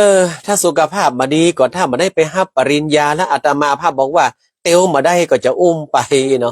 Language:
Northern Thai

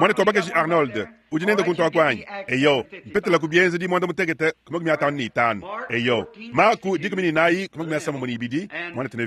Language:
Luba-Lulua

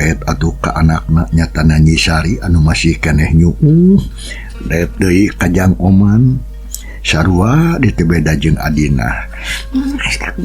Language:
Sundanese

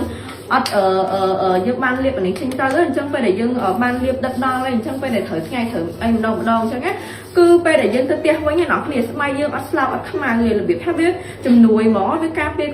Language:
Khmer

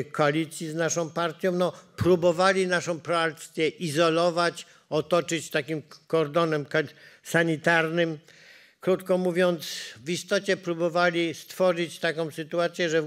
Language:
Polish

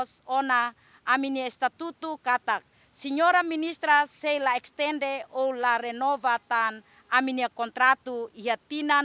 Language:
Tetum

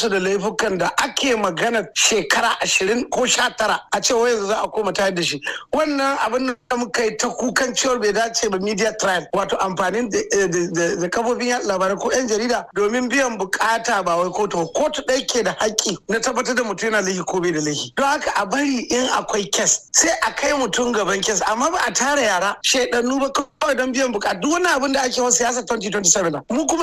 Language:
Hausa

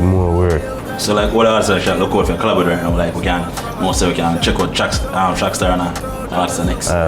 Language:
Jamaican Creole English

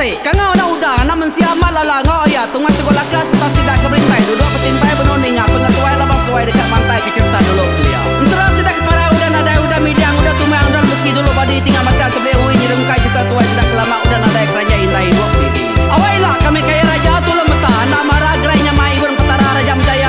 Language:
Iban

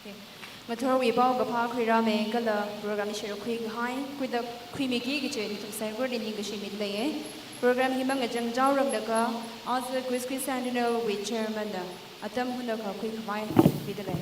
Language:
Tangkhul Naga (India)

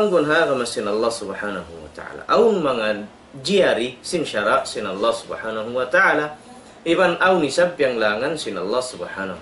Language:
Tausug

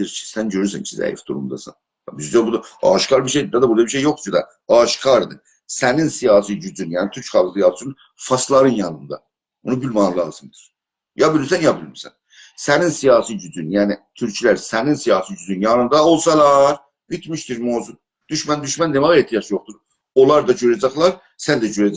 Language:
South Azerbaijani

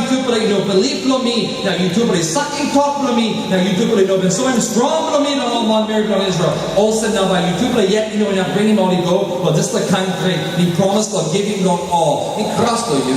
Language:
Tok Pisin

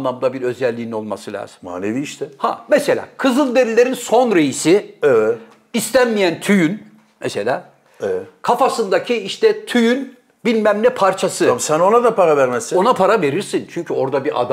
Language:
Turkish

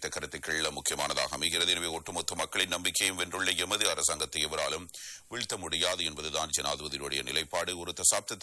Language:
Tamil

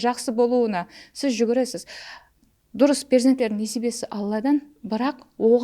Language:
Kara-Kalpak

